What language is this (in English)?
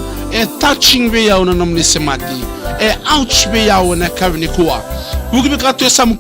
Fijian